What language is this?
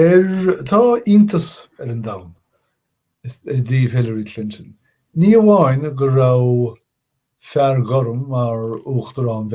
Irish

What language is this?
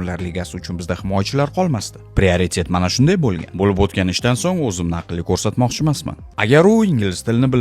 Uzbek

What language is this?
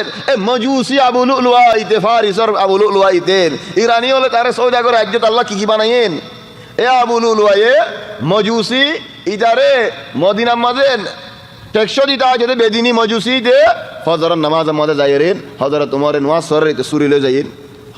Rohingya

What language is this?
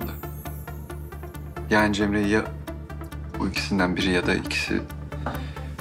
Turkish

